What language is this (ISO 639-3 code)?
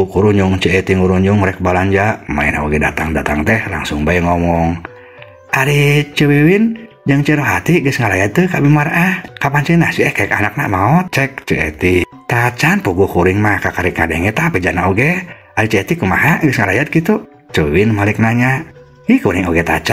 sun